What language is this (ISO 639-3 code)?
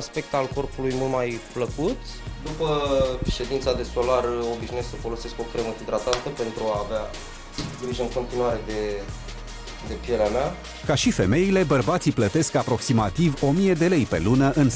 ron